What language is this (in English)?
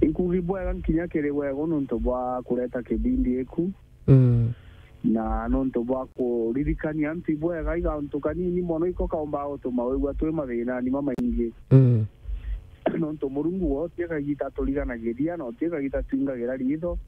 Meru